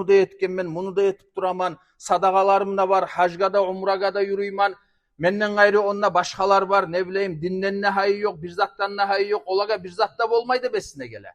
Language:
Kumyk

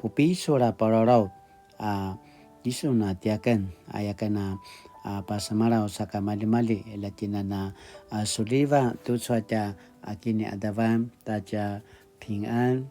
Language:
Paiwan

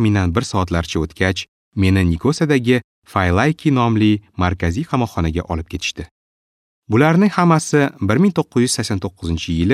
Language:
Uzbek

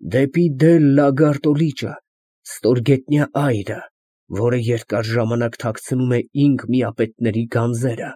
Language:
Armenian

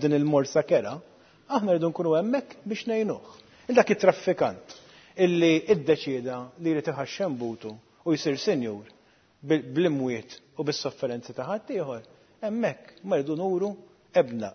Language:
Maltese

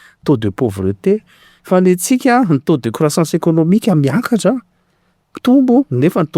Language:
Malagasy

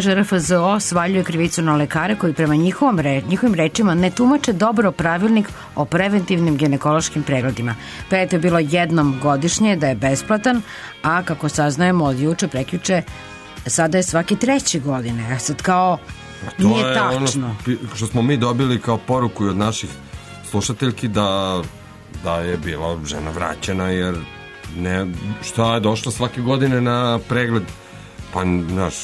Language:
Serbian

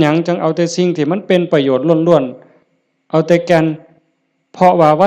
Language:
Northeastern Thai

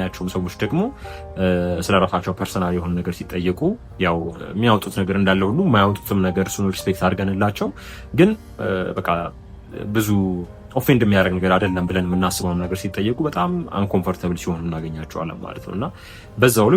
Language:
Amharic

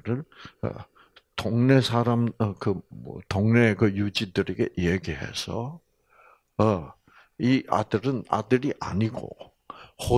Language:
Korean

